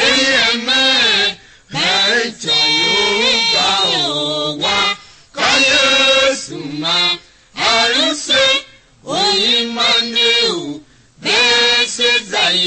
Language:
Tiv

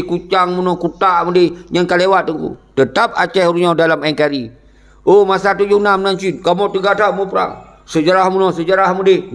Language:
Achinese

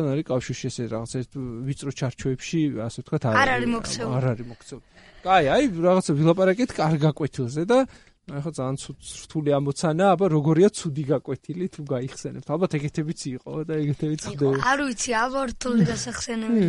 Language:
Georgian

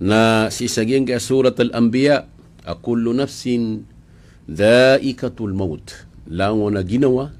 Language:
Maranao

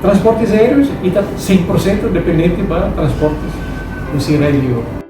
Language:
Tetum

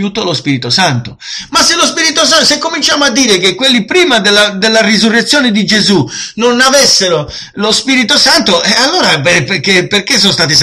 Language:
Italian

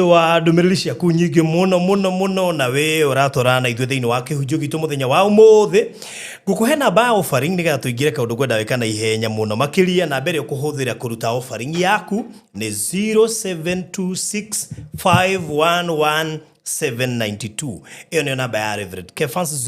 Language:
Kikuyu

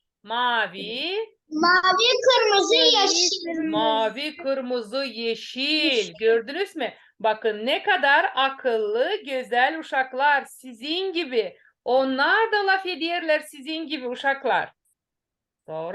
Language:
Gagauz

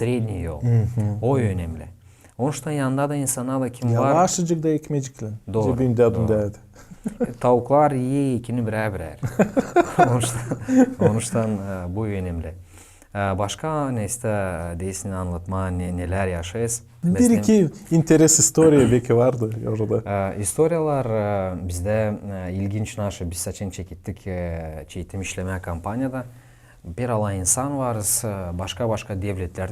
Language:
Gagauz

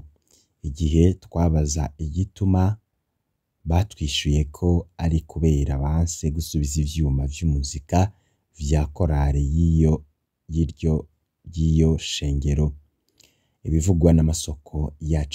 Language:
Rundi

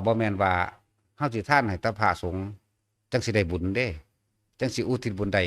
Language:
Northeastern Thai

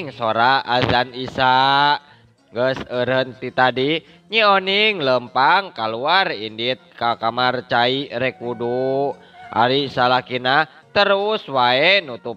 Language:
Sundanese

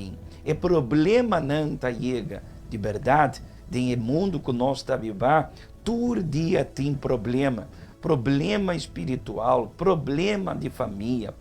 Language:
Papiamento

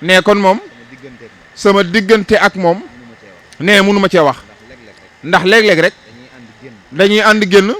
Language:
Wolof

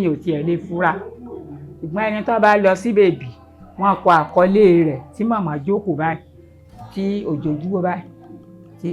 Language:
Yoruba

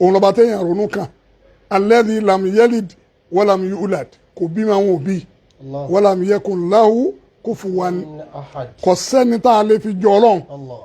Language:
Yoruba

